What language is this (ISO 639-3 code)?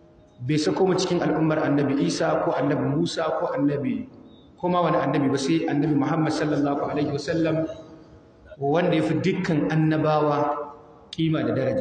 hau